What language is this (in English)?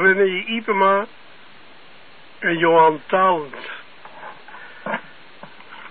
Dutch